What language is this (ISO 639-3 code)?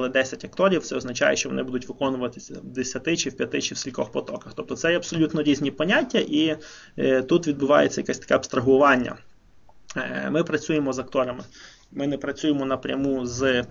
ukr